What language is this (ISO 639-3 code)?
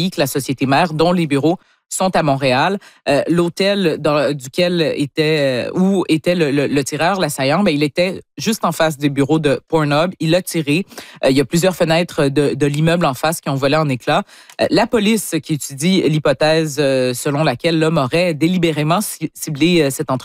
fra